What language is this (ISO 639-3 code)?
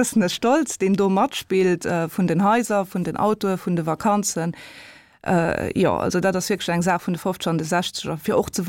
ltz